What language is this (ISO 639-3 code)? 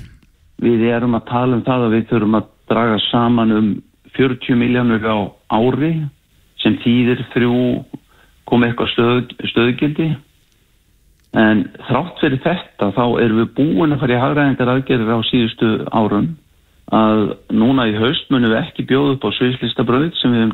isl